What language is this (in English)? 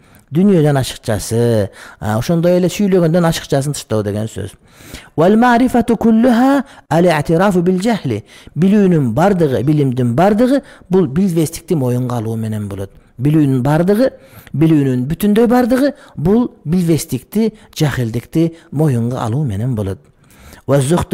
Kyrgyz